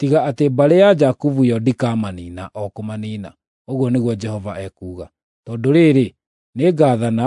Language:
Kikuyu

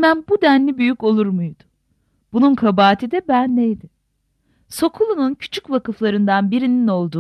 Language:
Turkish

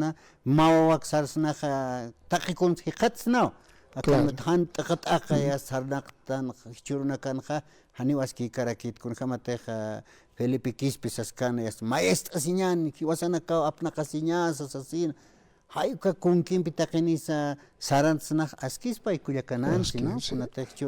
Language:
Aymara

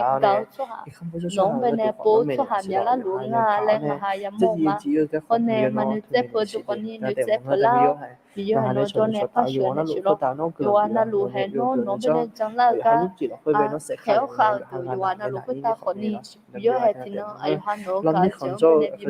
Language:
Akha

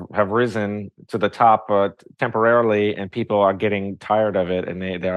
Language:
English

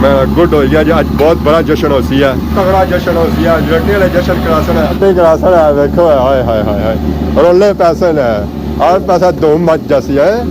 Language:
Pahari-Potwari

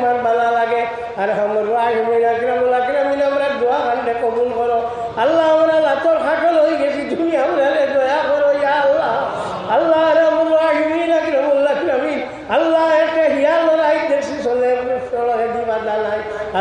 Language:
Sylheti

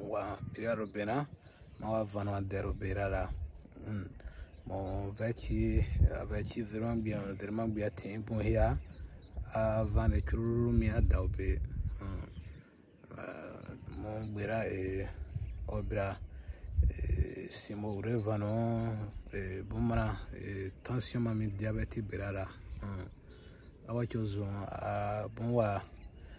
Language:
Bomu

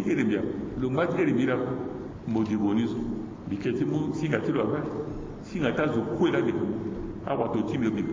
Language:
Sango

